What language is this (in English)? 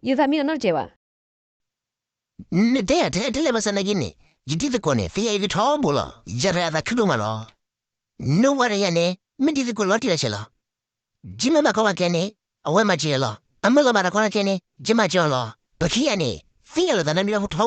S'gaw Karen